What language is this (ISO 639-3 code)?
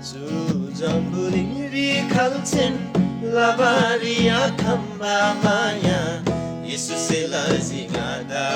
taj